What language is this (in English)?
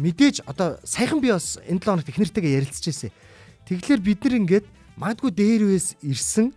Mongolian